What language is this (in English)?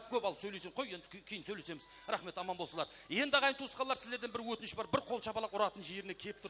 Kara-Kalpak